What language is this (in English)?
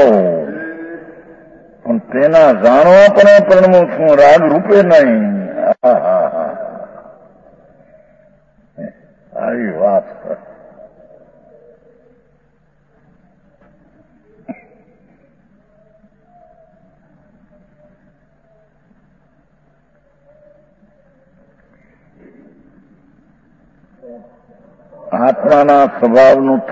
Gujarati